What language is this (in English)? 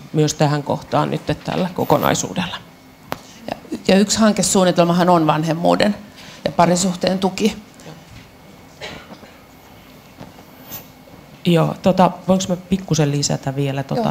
Finnish